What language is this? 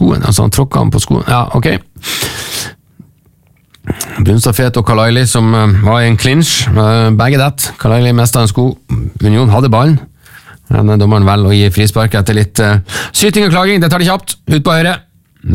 Norwegian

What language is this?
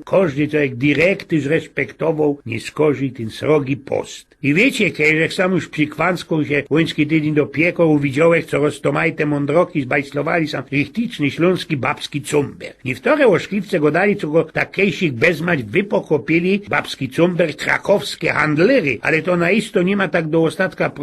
Silesian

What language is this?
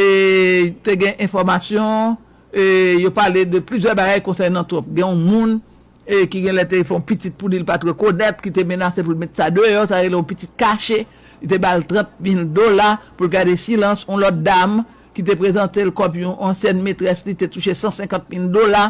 Haitian Creole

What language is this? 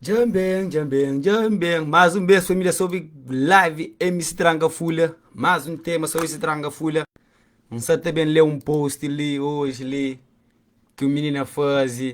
Kabuverdianu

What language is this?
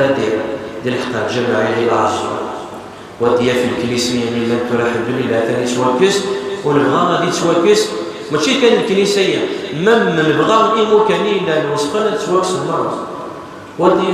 Kabyle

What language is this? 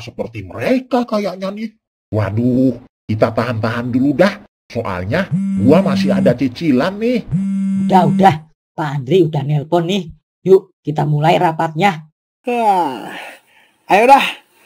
Betawi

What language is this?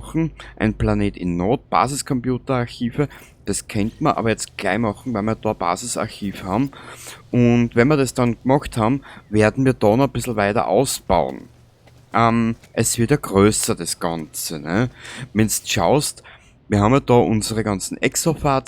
Bavarian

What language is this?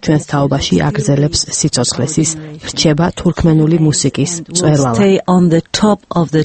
Georgian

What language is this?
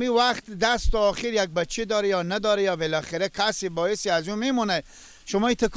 Persian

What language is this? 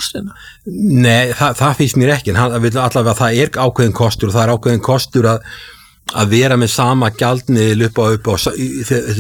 Icelandic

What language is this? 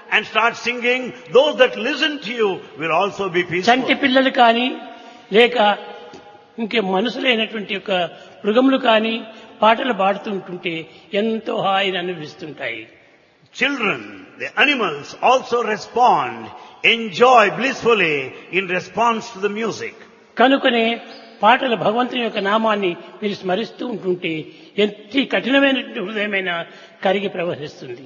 Telugu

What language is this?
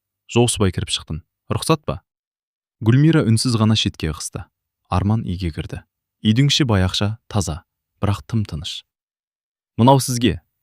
Kazakh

